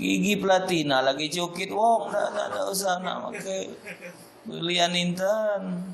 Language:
Musi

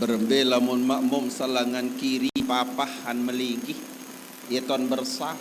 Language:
Sasak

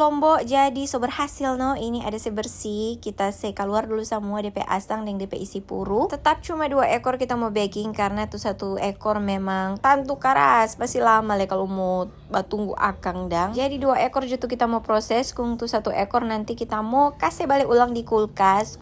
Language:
Manado Malay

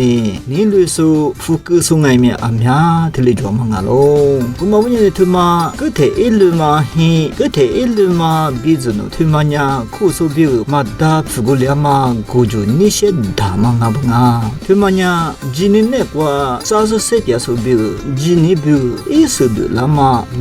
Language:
Lisu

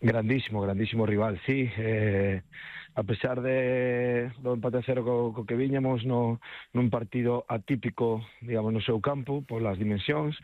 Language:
Galician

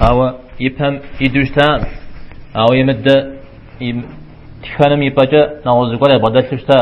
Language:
Kabardian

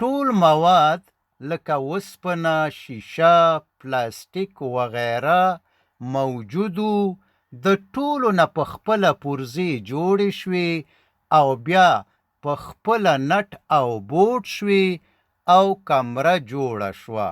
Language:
Pashto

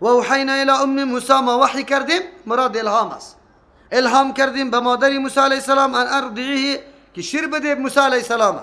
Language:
Persian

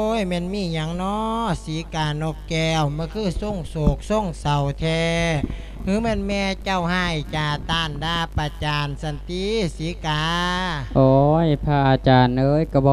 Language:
Lao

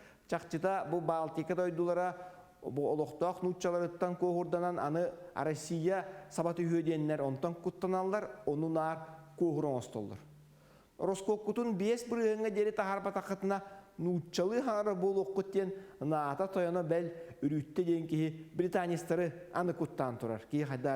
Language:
Yakut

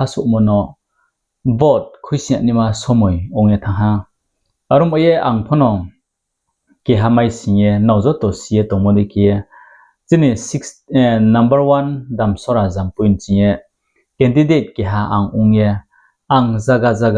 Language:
Riang (India)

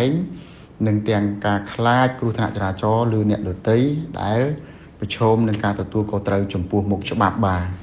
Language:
Khmer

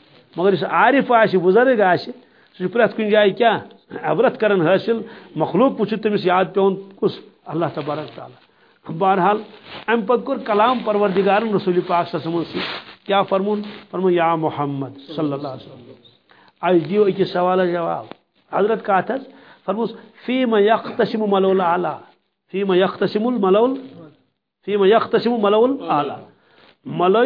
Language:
Kashmiri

